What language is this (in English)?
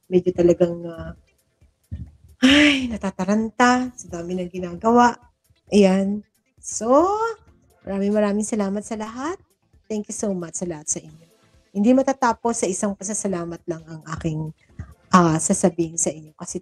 Filipino